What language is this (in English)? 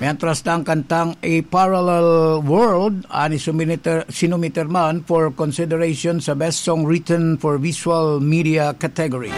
Bikol